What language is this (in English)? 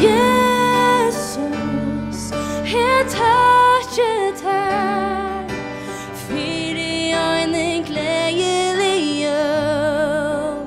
Faroese